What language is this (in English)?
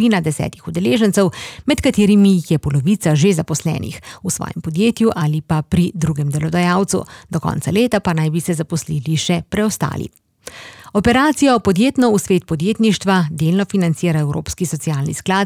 Slovenian